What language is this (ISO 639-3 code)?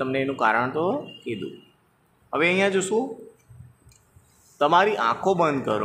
guj